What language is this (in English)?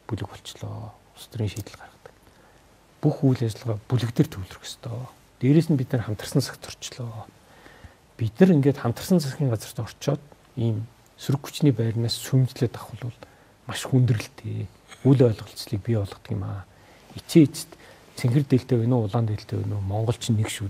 Mongolian